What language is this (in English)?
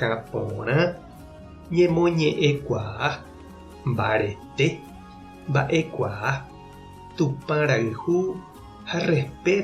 Guarani